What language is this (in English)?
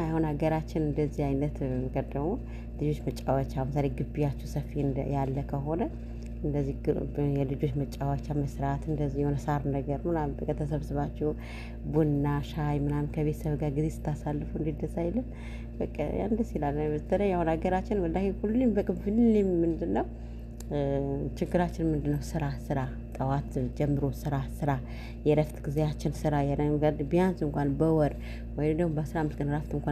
Amharic